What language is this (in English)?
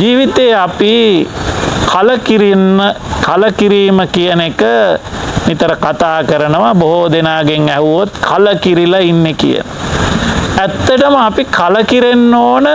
Sinhala